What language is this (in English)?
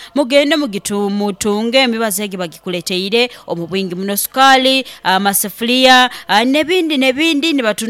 Nyoro